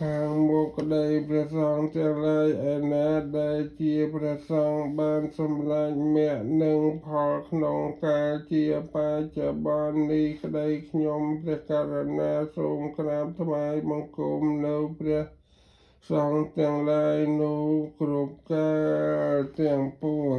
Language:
Khmer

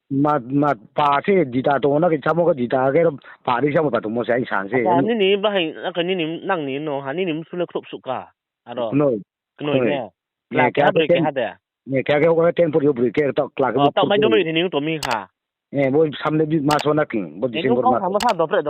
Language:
Riang (India)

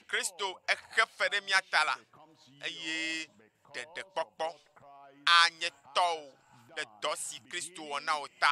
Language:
Ewe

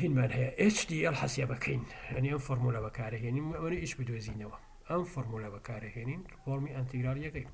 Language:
Central Kurdish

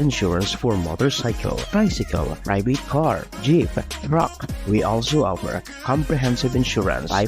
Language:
Bikol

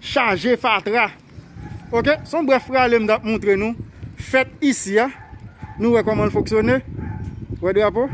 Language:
Haitian Creole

